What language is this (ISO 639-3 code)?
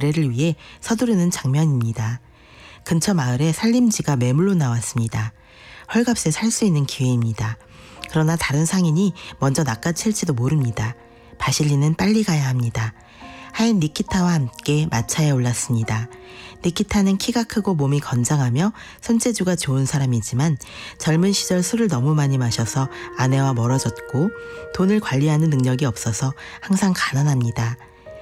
kor